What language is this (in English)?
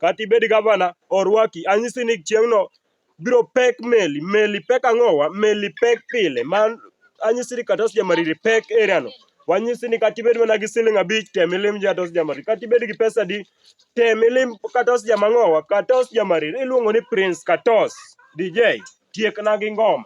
Luo (Kenya and Tanzania)